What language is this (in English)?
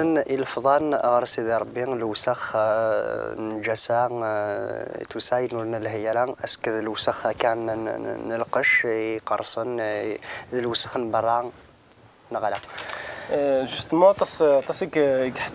Kabyle